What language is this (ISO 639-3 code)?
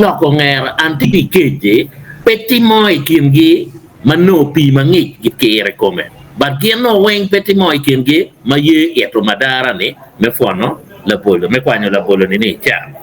ach